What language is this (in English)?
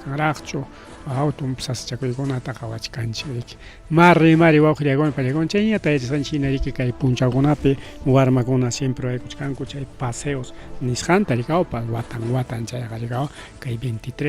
Ayacucho Quechua